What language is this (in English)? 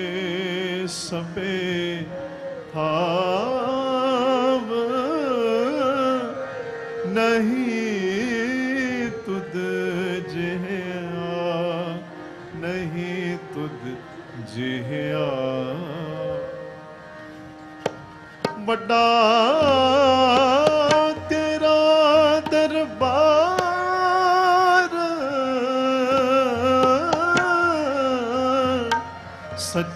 Punjabi